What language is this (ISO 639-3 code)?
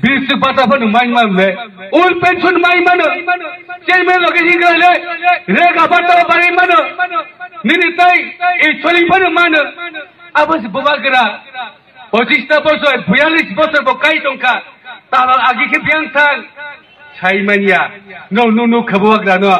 trp